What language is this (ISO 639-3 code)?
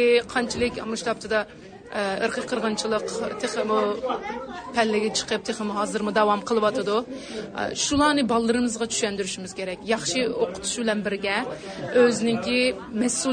uig